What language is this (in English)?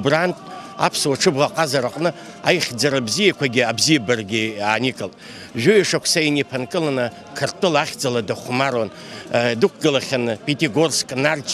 Abkhazian